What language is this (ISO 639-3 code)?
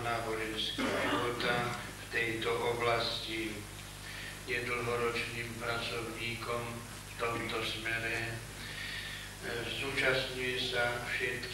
slk